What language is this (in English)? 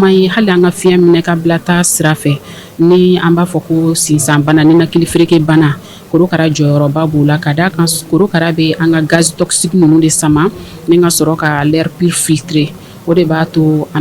Bambara